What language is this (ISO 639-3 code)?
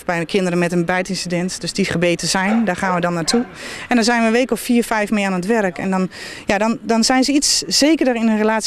nld